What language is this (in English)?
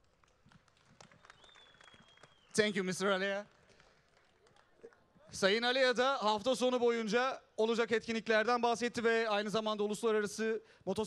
Turkish